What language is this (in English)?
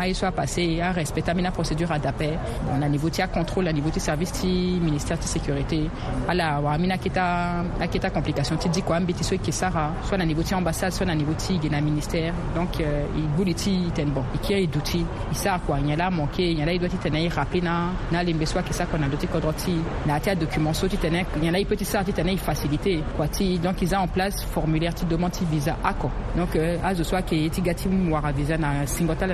Sango